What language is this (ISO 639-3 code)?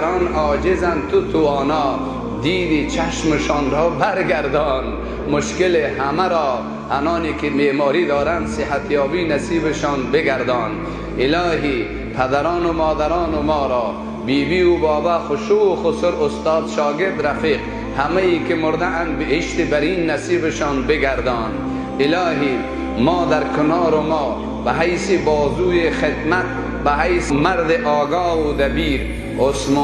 fas